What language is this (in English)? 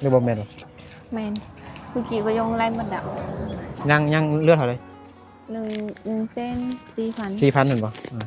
Lao